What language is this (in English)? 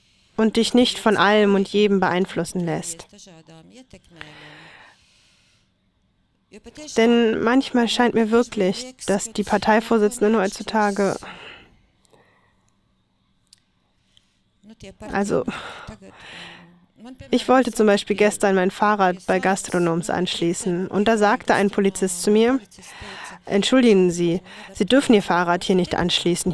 German